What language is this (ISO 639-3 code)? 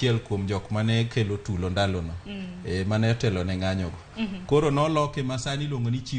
luo